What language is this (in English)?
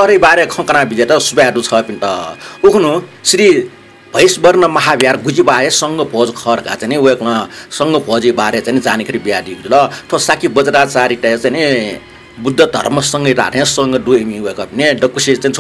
Newari